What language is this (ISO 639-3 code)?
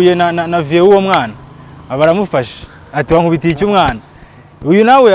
kin